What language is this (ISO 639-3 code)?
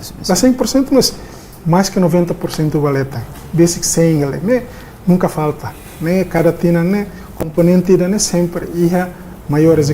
tet